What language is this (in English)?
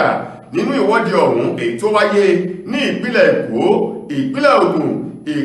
Yoruba